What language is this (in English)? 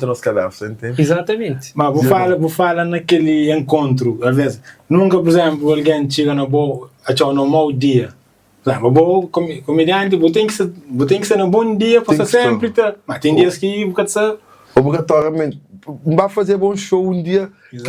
Kabuverdianu